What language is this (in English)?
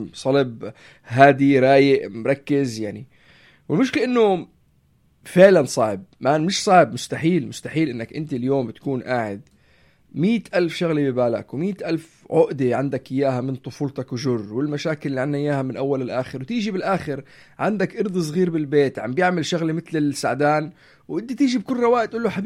North Levantine Arabic